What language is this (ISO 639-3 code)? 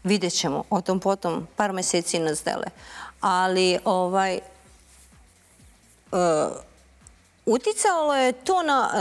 srp